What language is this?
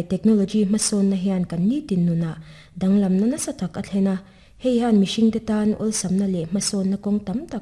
Mizo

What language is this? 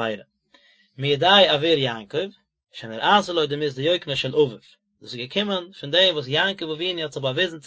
Yiddish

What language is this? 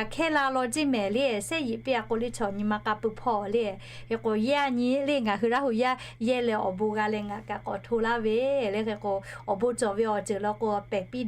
Lahu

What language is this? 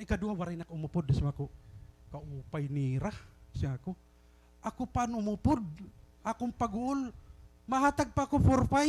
Waray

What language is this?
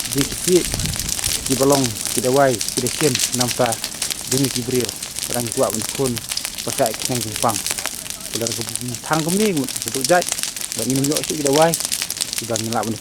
Khasi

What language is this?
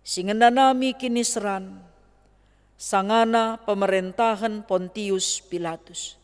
Batak Karo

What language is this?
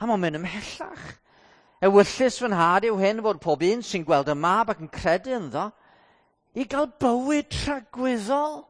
Welsh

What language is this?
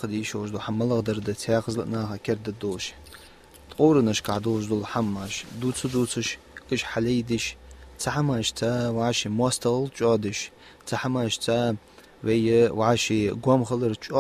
Ingush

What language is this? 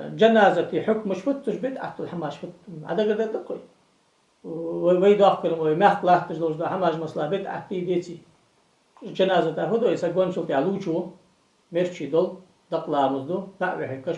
Ingush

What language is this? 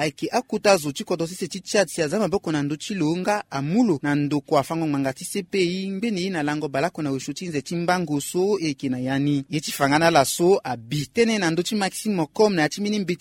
Sango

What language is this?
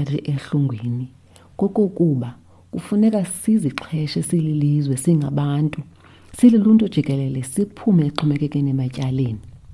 Xhosa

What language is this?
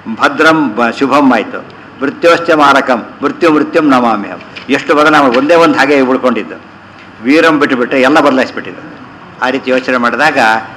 Kannada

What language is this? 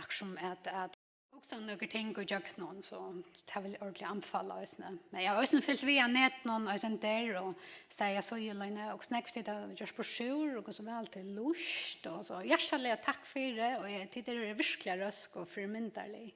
Faroese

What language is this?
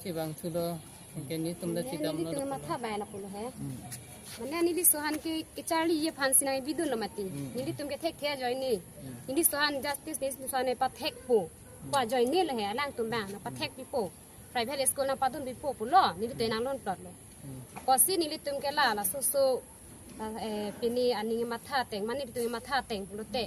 Karbi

